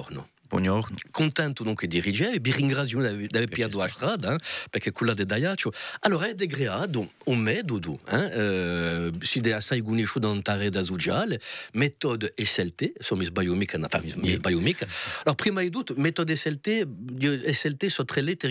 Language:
Corsican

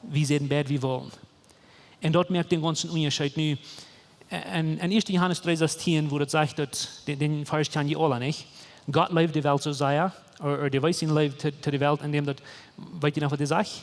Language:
Plautdietsch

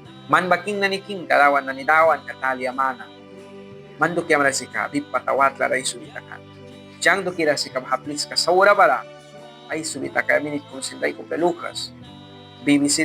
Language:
Mískito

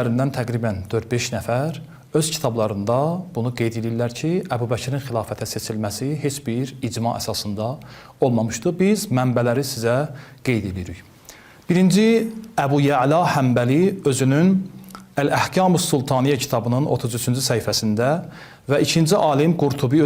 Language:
Azerbaijani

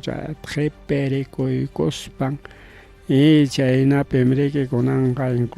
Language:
Ayacucho Quechua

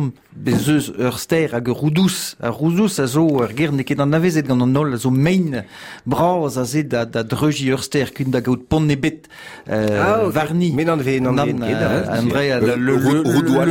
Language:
Breton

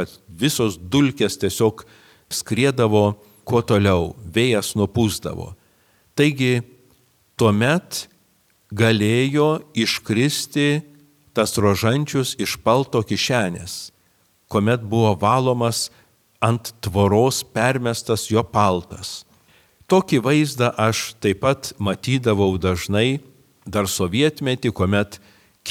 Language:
Lithuanian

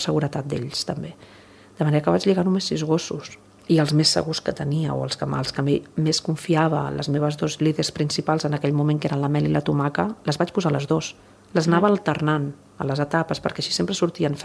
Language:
Catalan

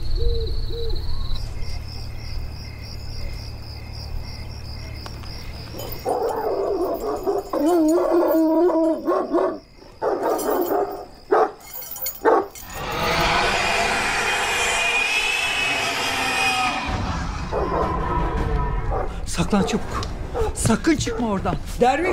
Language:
Turkish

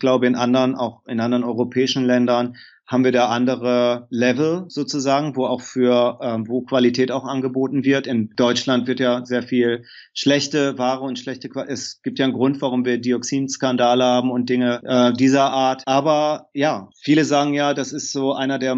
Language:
German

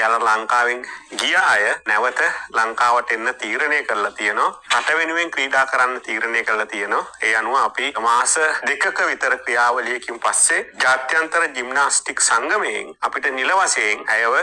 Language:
Sinhala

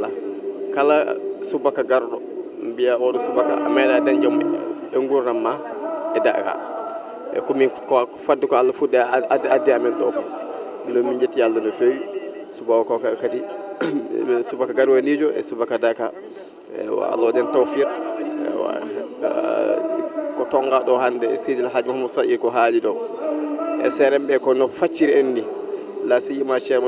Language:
Fula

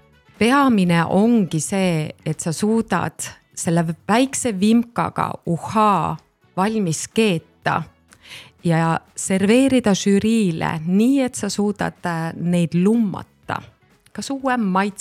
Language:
Estonian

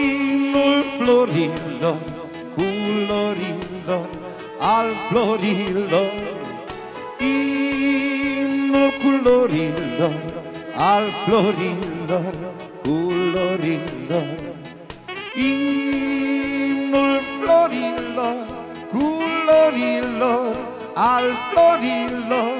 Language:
Romanian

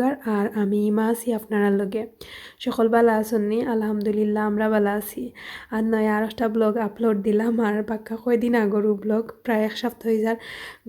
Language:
Sylheti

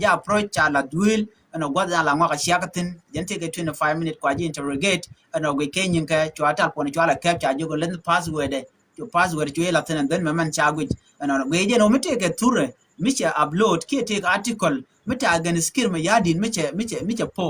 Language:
Nuer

